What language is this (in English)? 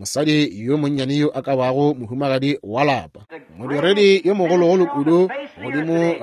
Northern Sotho